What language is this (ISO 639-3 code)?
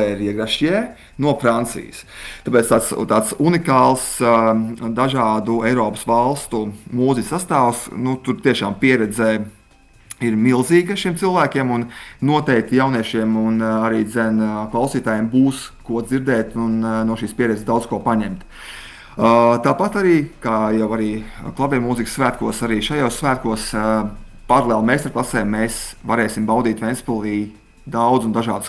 lav